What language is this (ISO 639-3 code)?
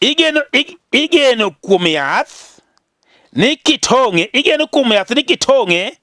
luo